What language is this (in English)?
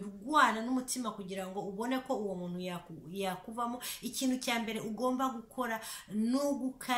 Kinyarwanda